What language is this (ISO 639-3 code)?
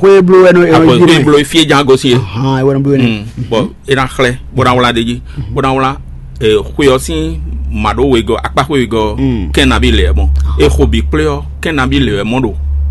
fon